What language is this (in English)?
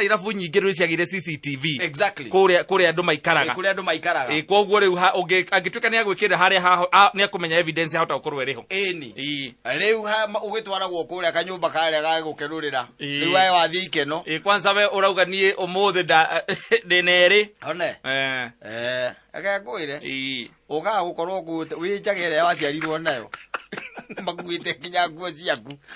Kikuyu